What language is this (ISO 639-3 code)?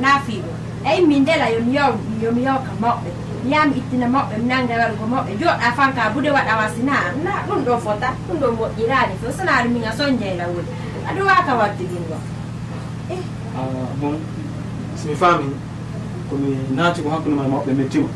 ful